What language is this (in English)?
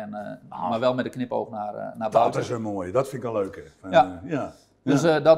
Dutch